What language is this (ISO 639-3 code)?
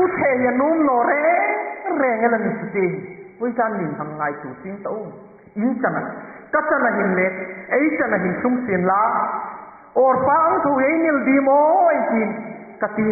hmr